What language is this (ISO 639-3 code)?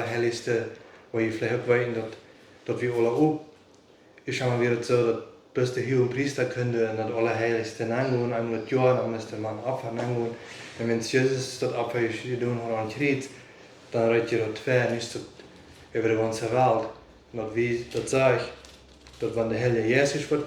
pdt